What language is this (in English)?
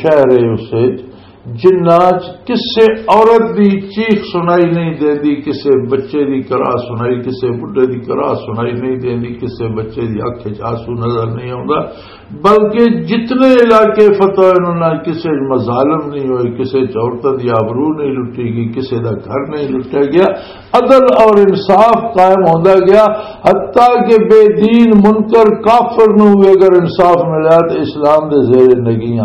Western Panjabi